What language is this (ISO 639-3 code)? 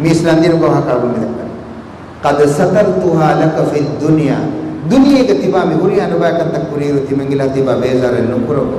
div